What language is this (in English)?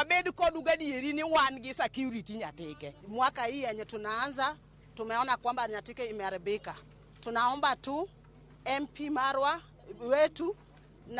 Luo (Kenya and Tanzania)